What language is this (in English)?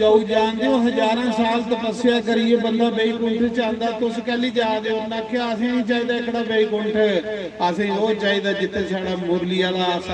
Dogri